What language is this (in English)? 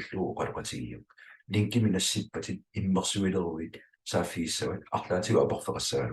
Kalaallisut